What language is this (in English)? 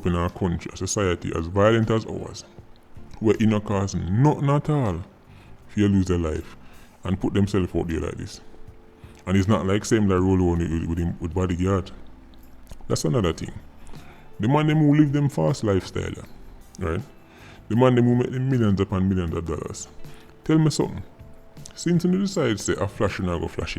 Jamaican Creole English